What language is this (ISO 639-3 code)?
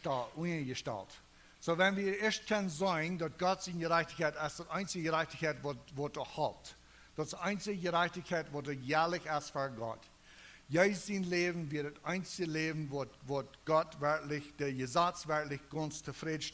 pdt